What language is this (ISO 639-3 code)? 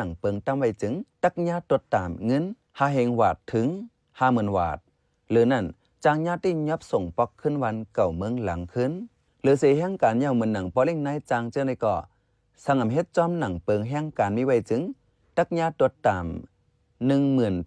shn